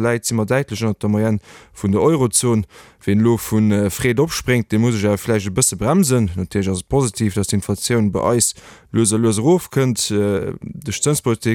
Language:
Luxembourgish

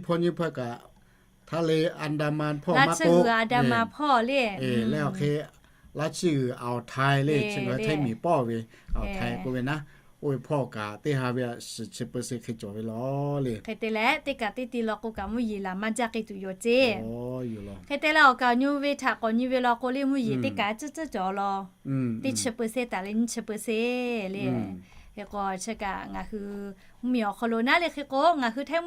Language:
Lahu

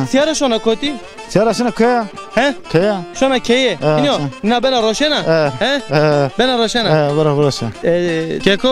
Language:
Zaza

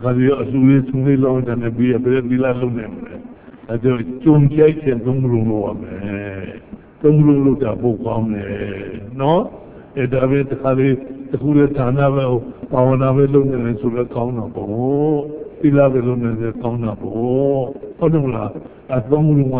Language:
Burmese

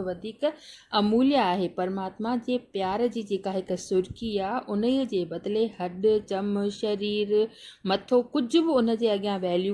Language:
Sindhi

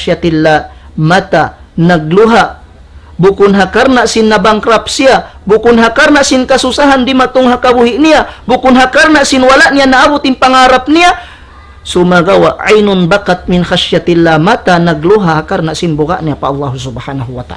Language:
Tausug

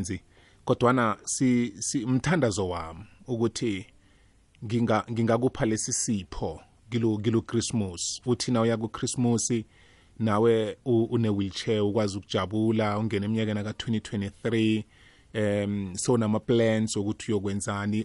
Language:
South Ndebele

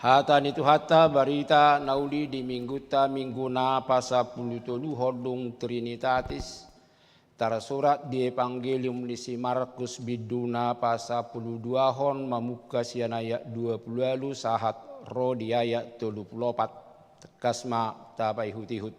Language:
Batak Toba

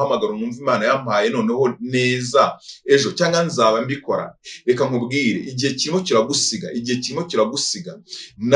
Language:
Kinyarwanda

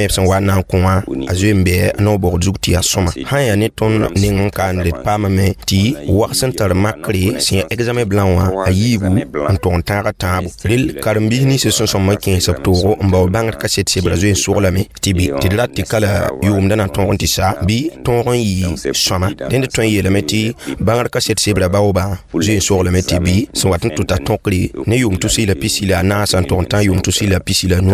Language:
Mossi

